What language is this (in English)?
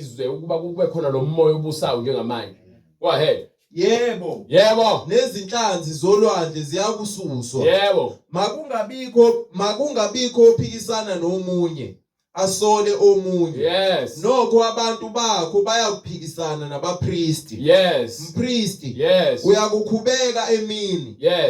Zulu